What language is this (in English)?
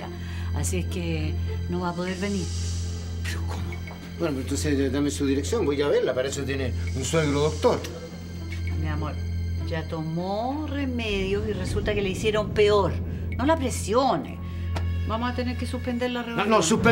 Spanish